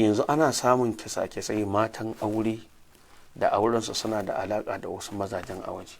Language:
Hausa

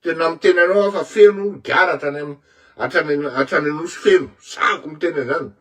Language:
Malagasy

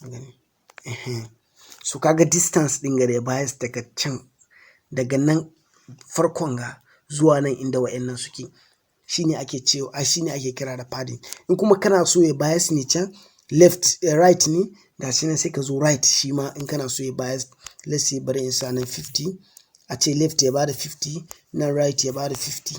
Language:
Hausa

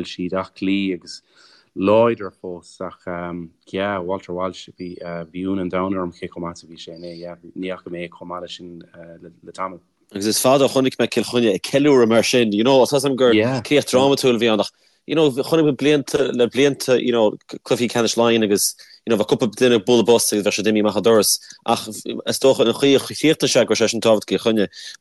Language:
Irish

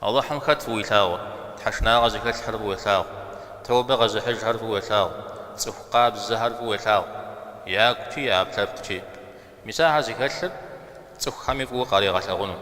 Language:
Kabardian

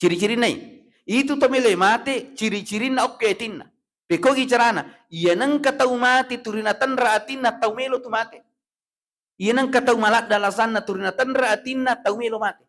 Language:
Buginese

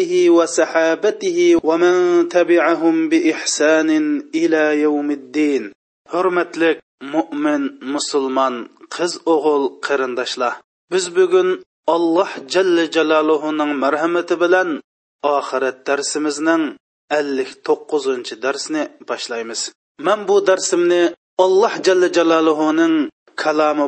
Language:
Uyghur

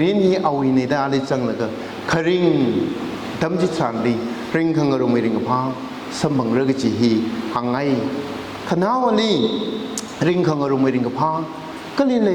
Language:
Tangkhul Naga (India)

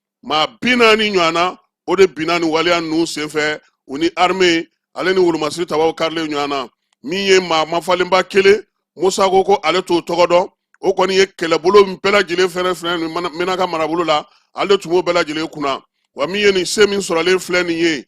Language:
Bambara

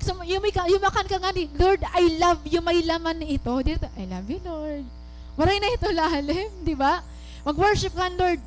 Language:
Waray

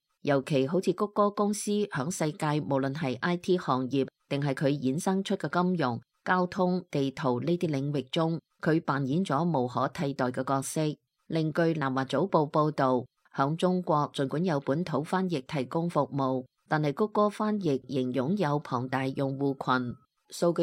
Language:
Cantonese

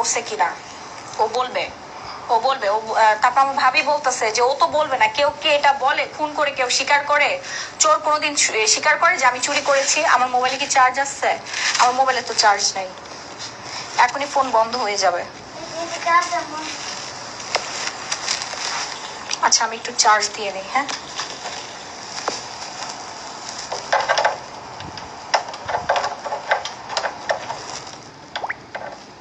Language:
Bangla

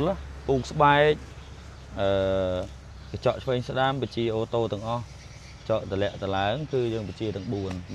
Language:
Khmer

